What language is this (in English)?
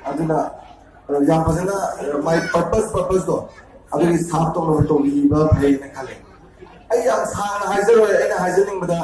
Manipuri